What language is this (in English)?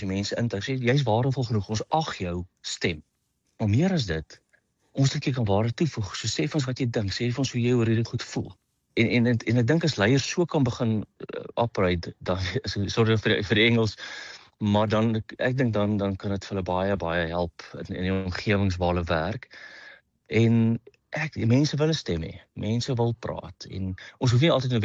Afrikaans